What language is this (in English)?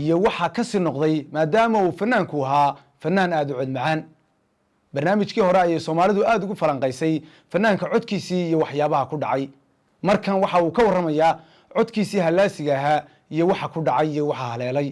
Somali